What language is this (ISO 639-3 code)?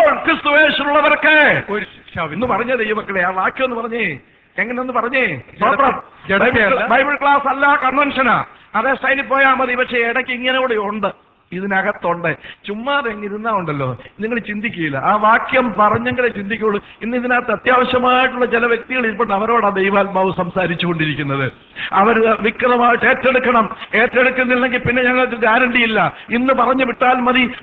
mal